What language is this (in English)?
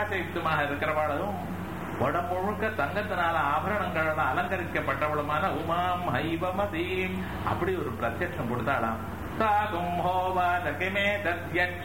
Tamil